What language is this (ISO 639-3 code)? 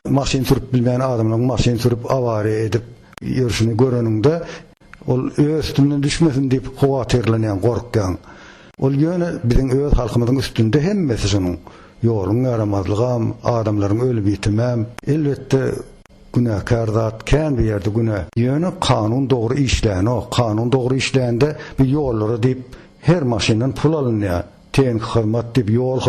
tuk